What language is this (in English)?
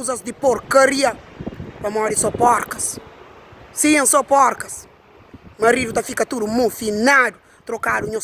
Kabuverdianu